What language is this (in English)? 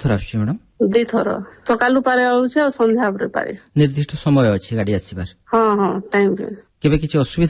Odia